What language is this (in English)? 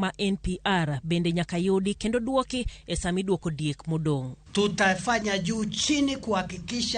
Luo (Kenya and Tanzania)